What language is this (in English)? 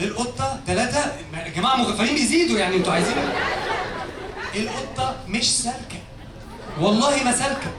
Egyptian Arabic